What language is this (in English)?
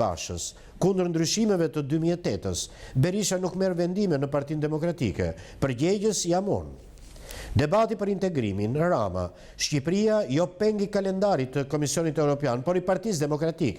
Albanian